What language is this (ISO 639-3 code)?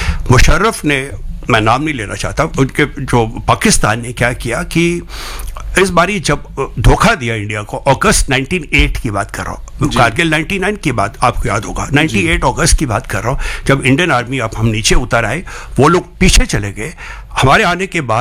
hin